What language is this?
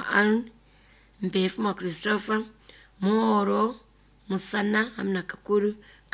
Nyoro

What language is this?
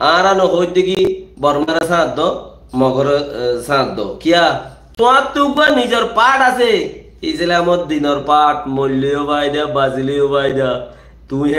Rohingya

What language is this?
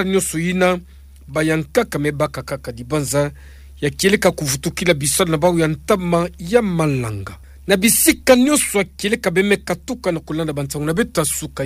Kituba (Democratic Republic of Congo)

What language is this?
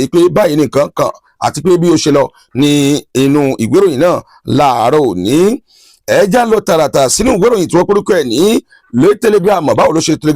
Yoruba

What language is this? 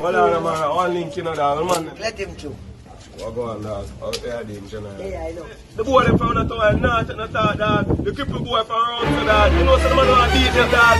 Jamaican Creole English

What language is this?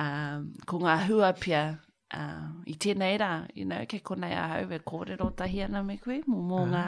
Māori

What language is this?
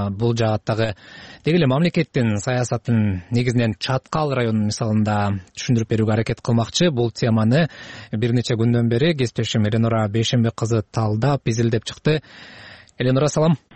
Kyrgyz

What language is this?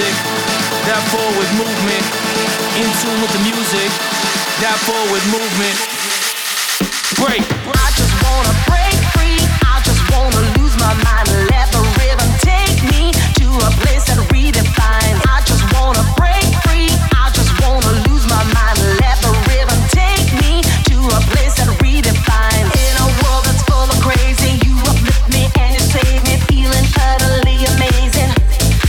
English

